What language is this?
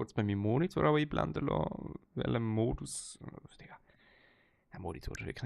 Swiss German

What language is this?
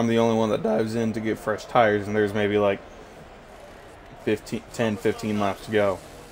English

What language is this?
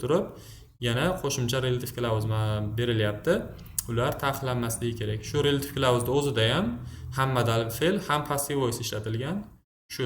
Uzbek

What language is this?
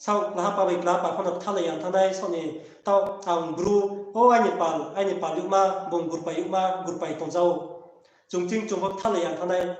Riang (India)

